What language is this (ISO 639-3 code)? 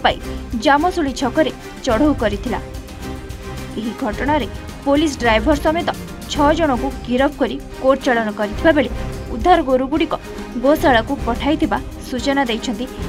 ori